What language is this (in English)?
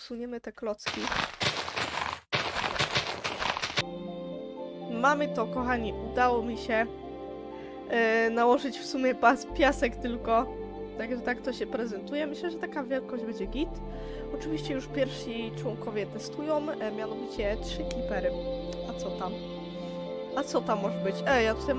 Polish